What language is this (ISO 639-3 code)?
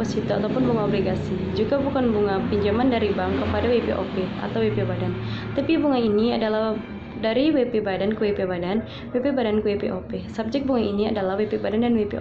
ind